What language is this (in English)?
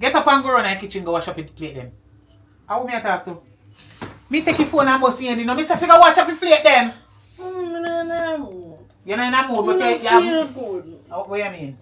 Jamaican Creole English